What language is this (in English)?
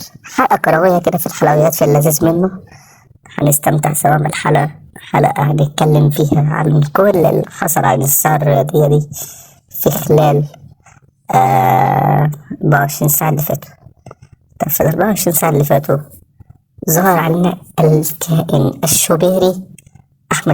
Egyptian Arabic